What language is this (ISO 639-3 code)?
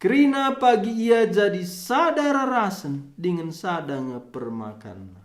btx